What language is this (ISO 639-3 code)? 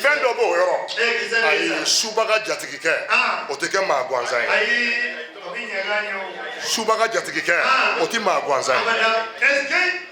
bam